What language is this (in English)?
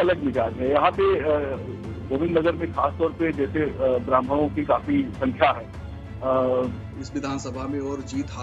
Hindi